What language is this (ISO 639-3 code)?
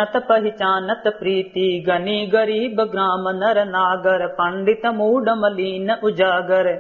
awa